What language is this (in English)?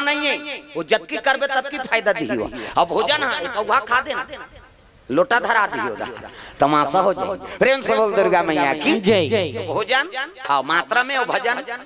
Chhattisgarhi